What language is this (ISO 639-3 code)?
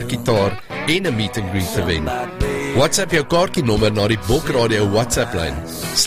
afr